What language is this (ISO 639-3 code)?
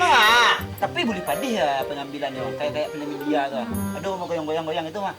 min